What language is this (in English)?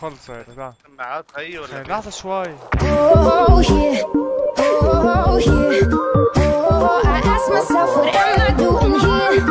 North Levantine Arabic